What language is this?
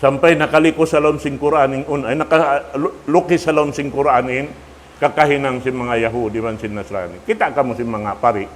Tausug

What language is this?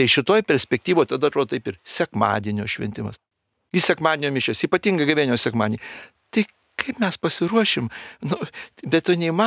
Lithuanian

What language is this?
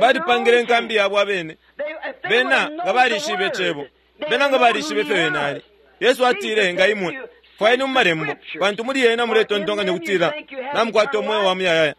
Bemba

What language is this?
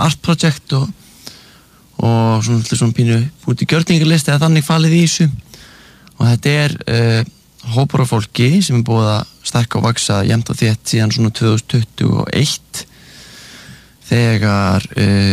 Icelandic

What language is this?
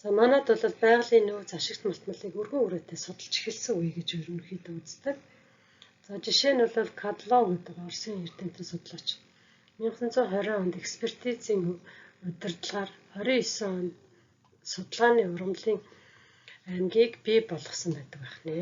Mongolian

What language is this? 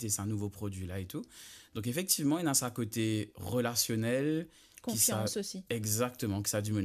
Morisyen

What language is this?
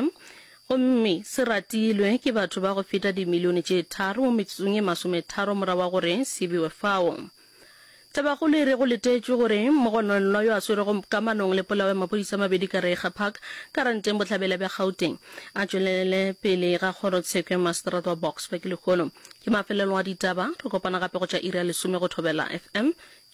Northern Sotho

